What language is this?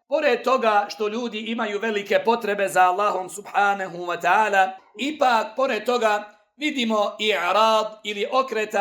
Bosnian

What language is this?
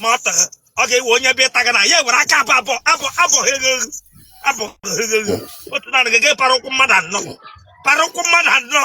Igbo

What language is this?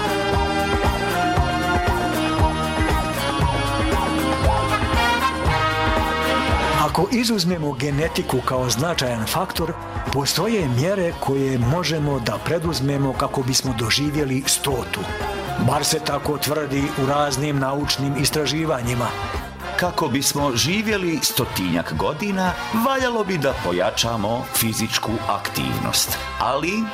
Serbian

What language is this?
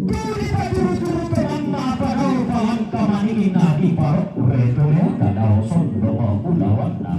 Toraja-Sa'dan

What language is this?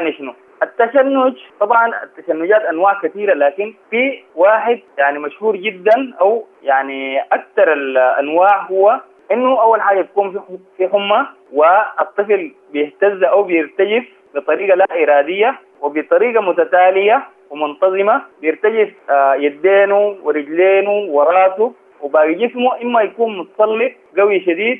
Sudanese Arabic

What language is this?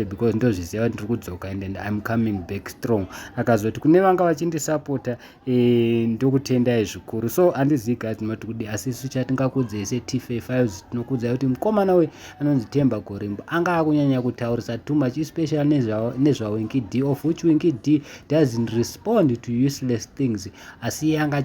Shona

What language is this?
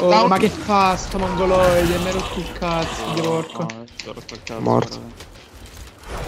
Italian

